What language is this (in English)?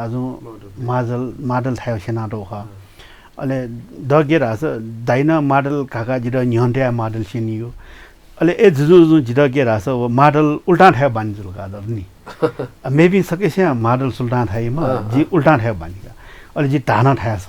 Newari